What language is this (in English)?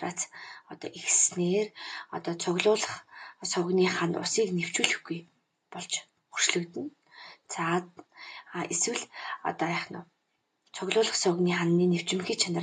Mongolian